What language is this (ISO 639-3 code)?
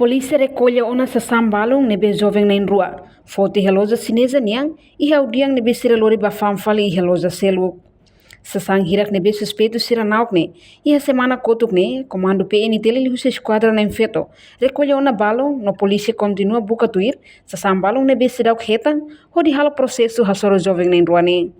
tet